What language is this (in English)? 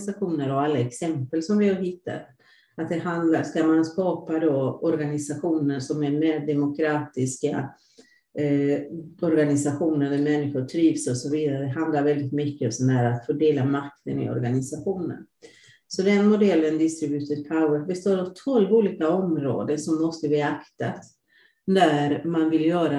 Swedish